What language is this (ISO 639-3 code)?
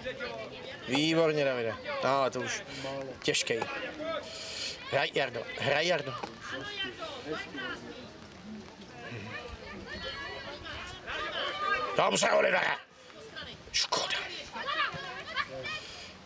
ces